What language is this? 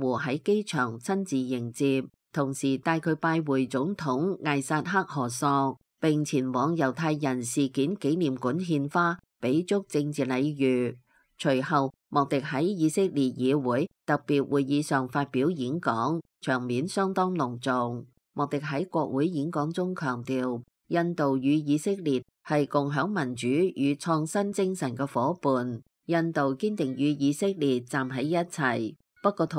Cantonese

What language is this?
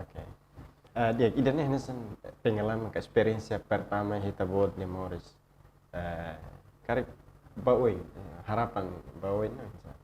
Tetum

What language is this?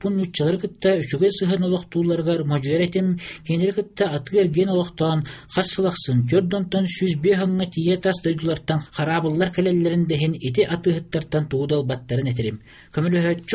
Yakut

